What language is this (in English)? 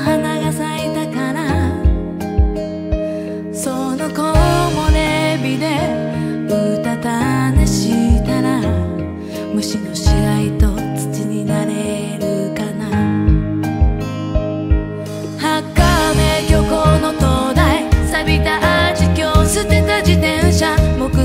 Japanese